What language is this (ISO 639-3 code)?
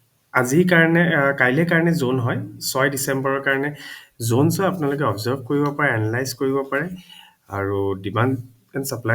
asm